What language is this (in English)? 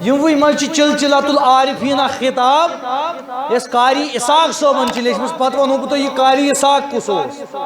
Kashmiri